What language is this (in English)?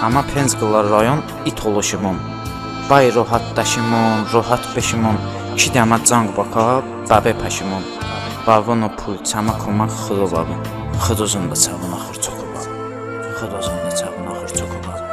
Talysh